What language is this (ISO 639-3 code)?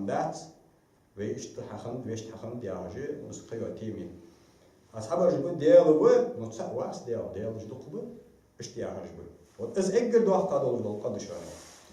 inh